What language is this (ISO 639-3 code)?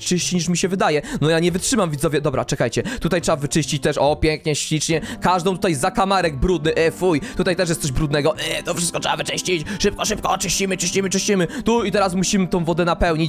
pol